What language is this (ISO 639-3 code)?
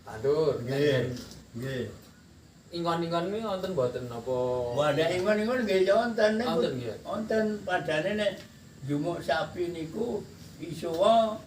jav